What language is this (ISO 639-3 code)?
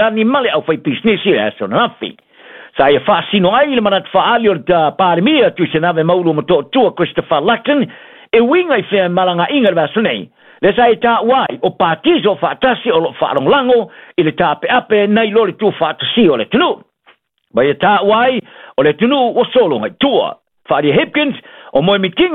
smo